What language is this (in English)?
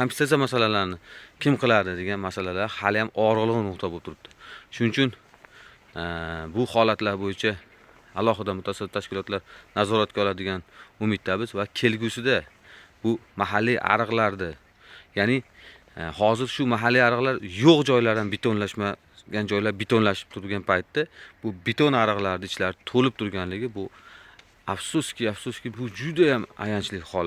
Uzbek